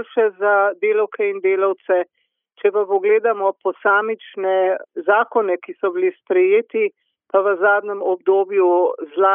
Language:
Slovenian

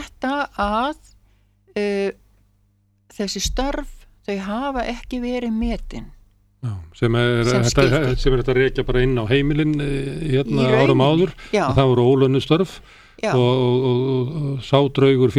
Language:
Icelandic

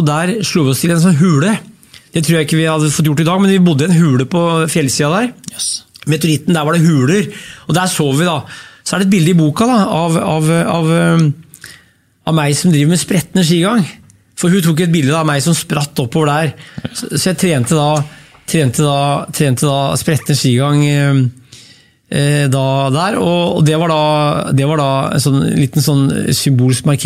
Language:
Norwegian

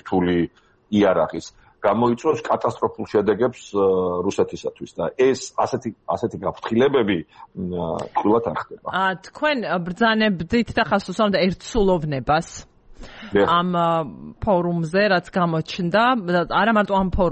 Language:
Georgian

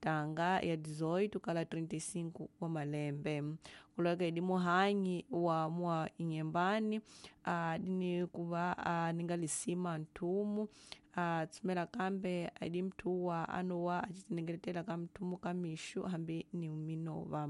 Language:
Tsonga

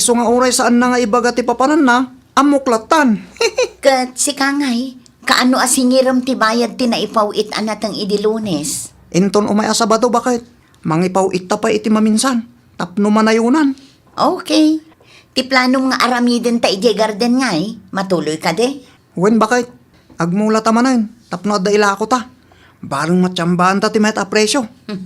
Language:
Iloko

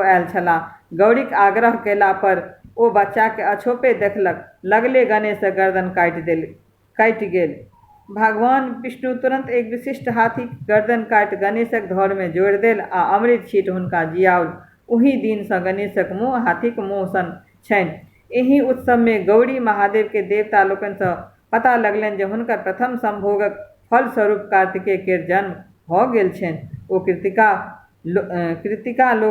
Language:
Maithili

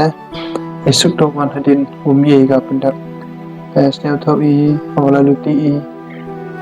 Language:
Khasi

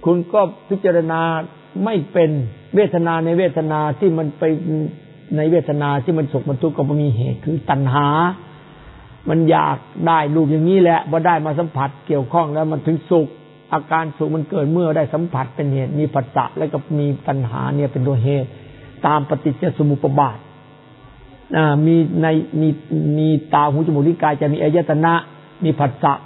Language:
Thai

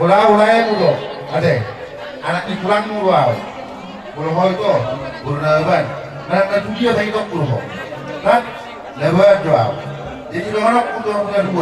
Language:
Batak Toba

